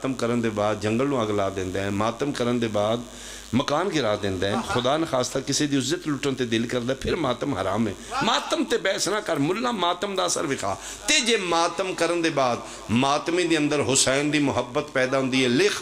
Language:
Pahari-Potwari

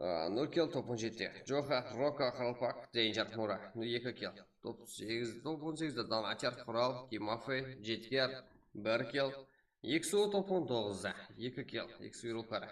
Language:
Kara-Kalpak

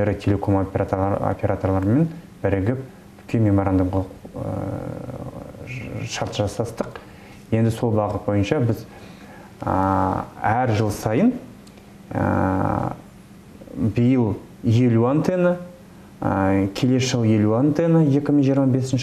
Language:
Kazakh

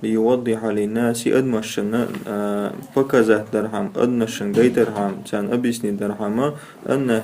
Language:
Chechen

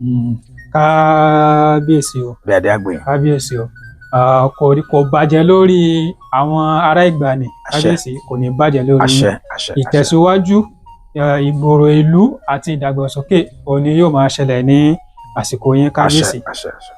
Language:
Yoruba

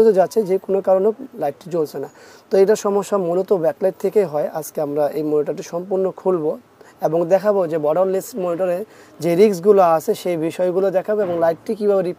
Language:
Bangla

